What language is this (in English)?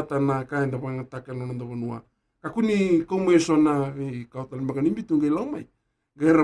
Fijian